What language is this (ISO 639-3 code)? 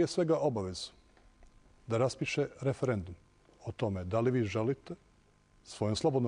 bos